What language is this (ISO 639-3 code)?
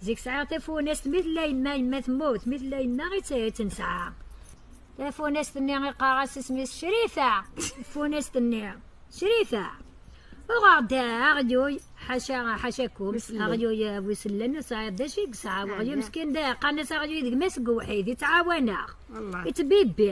kab